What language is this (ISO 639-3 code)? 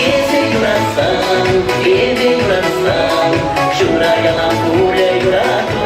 chv